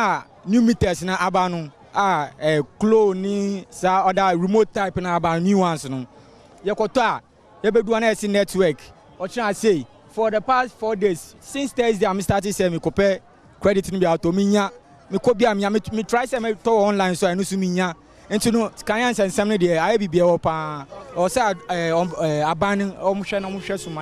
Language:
Akan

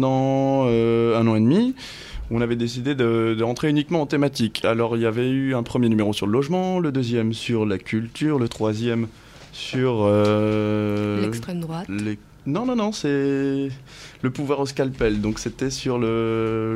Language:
French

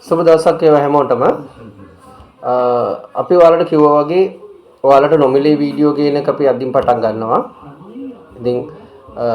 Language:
Sinhala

